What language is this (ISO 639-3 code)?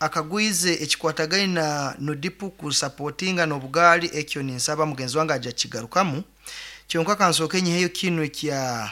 nyn